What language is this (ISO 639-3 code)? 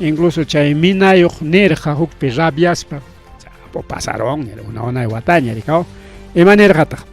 quy